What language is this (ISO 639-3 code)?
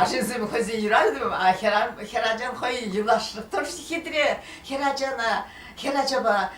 chv